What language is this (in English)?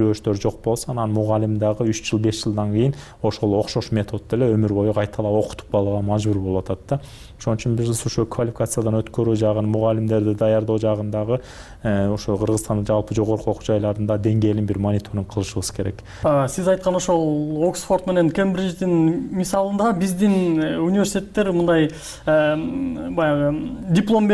Kyrgyz